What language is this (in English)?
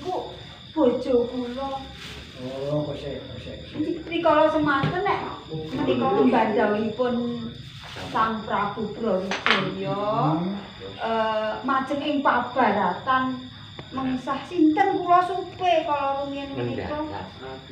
Javanese